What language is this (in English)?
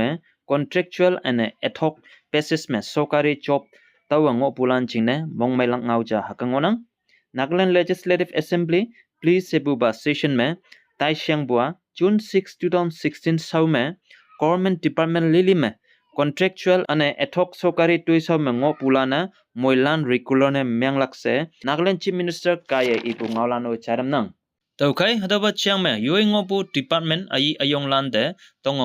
Konyak Naga